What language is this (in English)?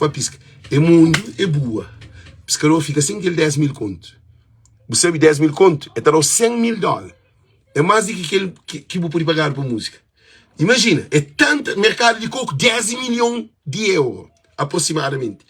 Kabuverdianu